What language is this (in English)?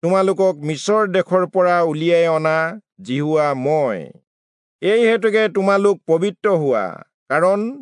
Assamese